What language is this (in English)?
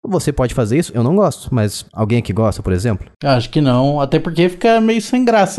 Portuguese